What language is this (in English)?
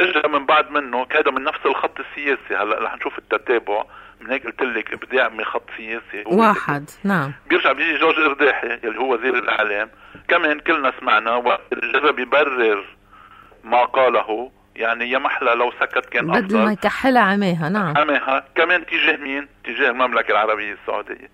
North Levantine Arabic